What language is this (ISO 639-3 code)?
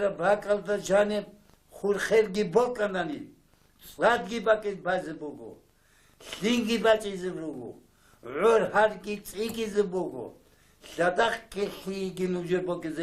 ava